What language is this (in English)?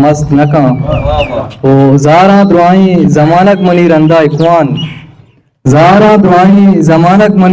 Eastern Balochi